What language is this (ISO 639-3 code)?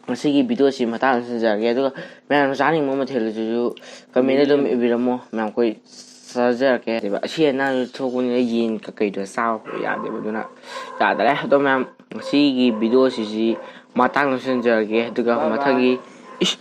mni